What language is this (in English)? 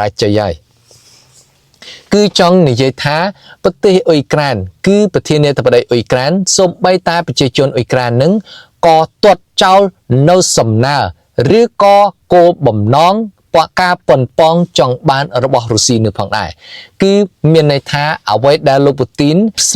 Khmer